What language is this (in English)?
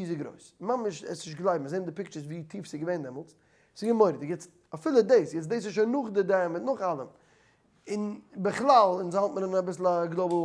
Yiddish